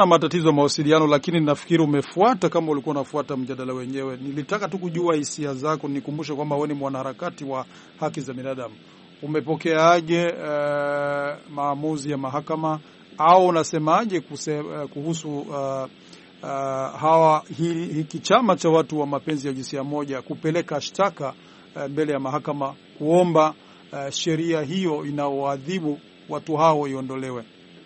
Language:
Swahili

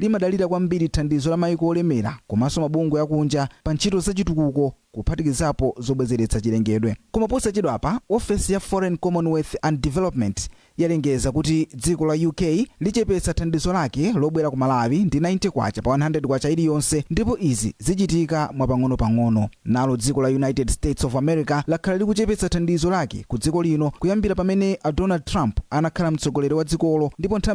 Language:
Nyanja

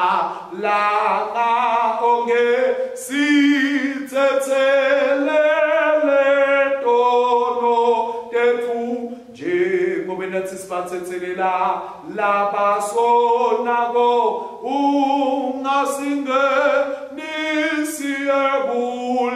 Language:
Swati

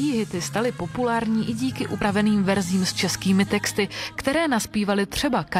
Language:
Czech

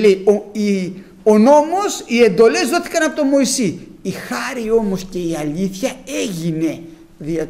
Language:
Greek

